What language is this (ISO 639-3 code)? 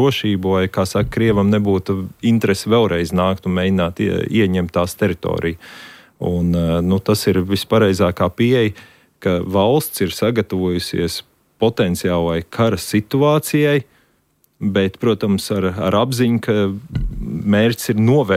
lav